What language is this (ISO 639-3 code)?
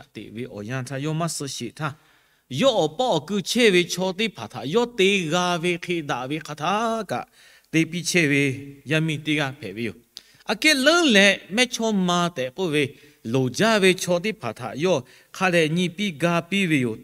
lhu